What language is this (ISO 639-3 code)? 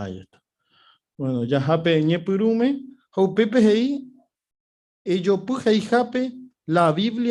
grn